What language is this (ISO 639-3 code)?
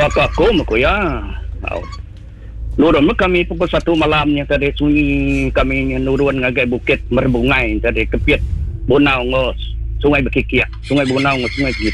iba